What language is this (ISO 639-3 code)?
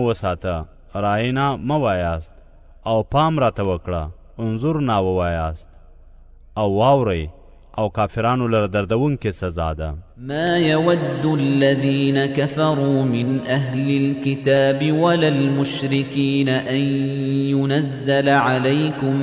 pus